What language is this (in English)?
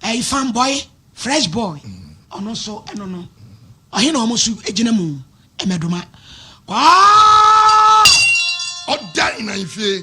Akan